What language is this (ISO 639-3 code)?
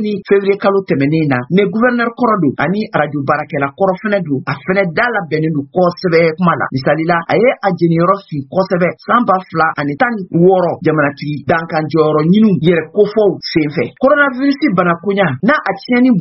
bam